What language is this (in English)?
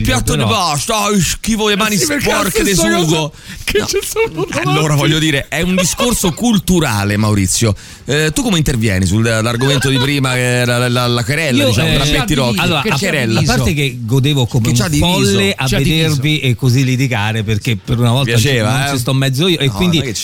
Italian